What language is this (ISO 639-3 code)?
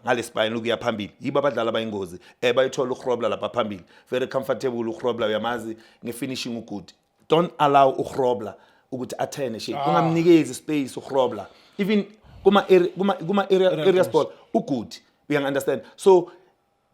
zul